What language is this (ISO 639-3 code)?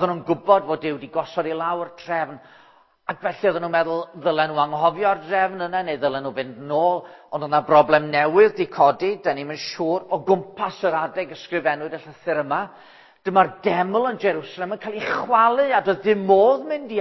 cym